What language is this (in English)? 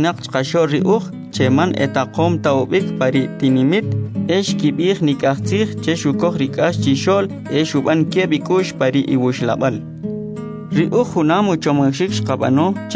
Kʼicheʼ